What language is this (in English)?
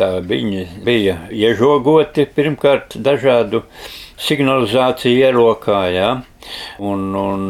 Latvian